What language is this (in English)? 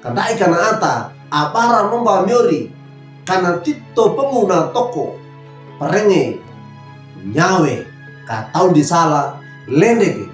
Wejewa